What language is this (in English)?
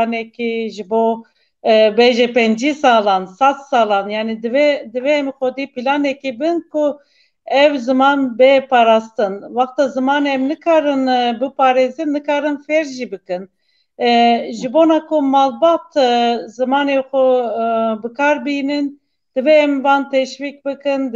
Kurdish